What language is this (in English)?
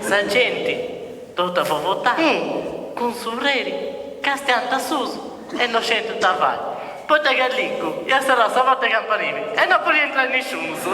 Sardinian